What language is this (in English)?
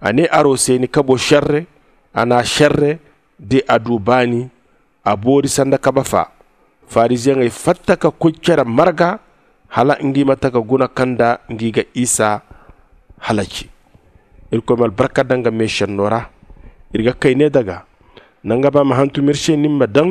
Zarma